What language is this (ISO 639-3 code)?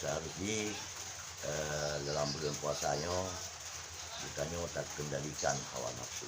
ace